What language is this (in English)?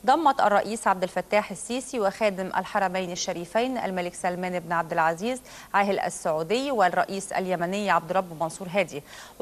Arabic